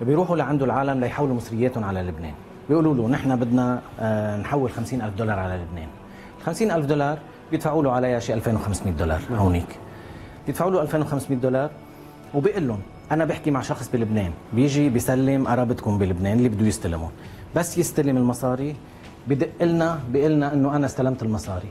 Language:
North Levantine Arabic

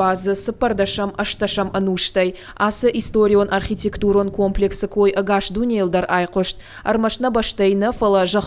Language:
Ossetic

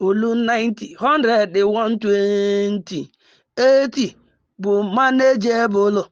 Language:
Igbo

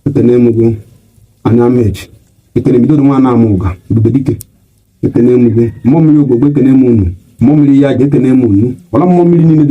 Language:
Igbo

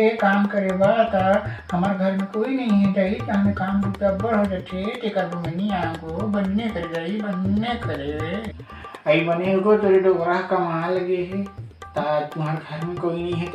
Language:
Chhattisgarhi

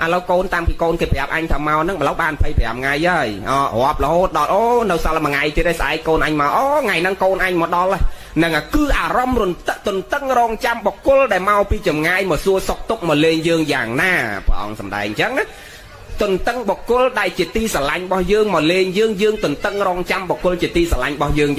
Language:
Khmer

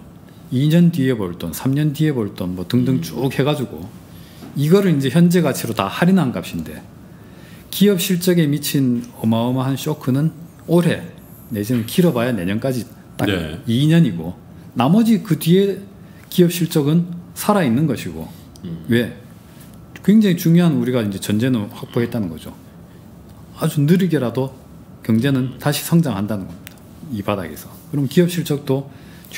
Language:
Korean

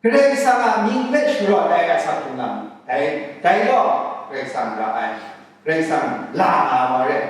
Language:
Kachin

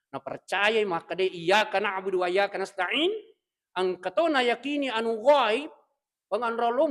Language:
Buginese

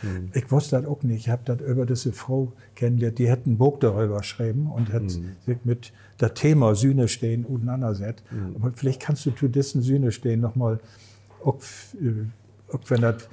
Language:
Low German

